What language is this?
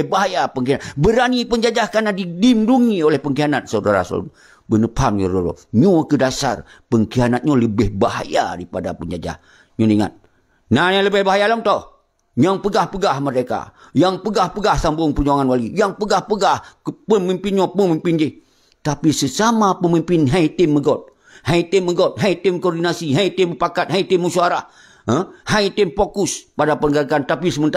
Achinese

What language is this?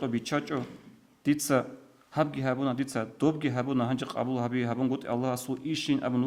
Avaric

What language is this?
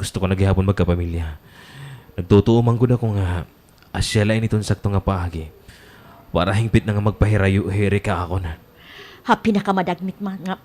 Waray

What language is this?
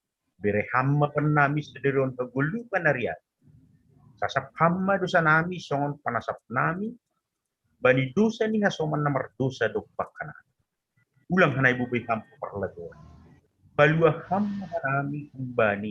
Batak Simalungun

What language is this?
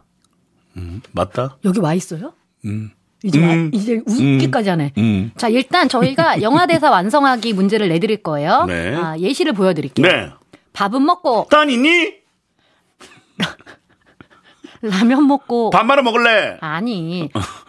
Korean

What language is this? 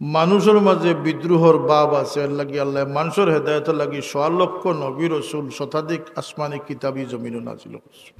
Sylheti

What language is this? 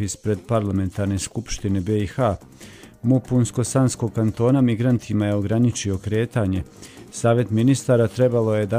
Bosnian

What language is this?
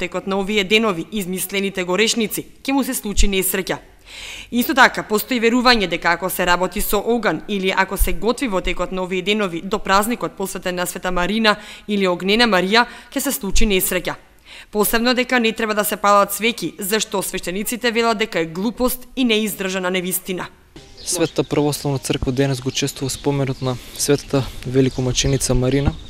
Macedonian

